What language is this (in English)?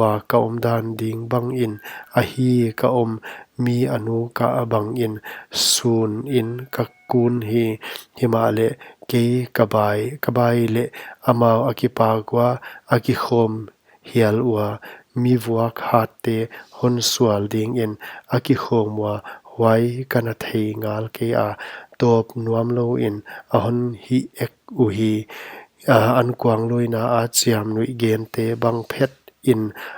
Paite Chin